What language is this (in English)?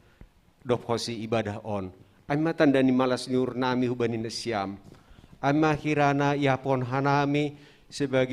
Batak Simalungun